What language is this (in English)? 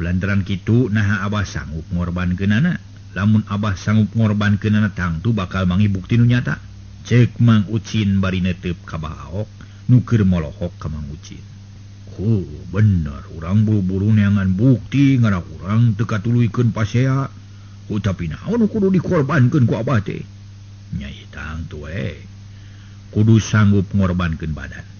Sundanese